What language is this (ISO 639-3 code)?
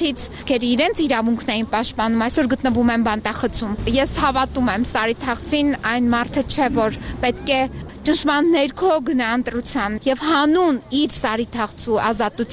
hye